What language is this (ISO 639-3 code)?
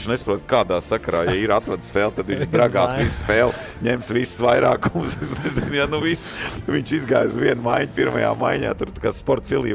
lav